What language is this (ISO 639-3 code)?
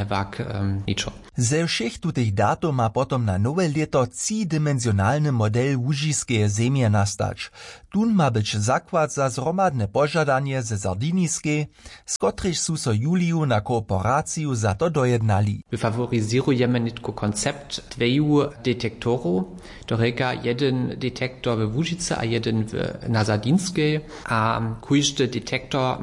hsb